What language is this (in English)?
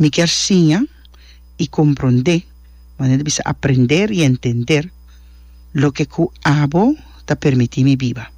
Papiamento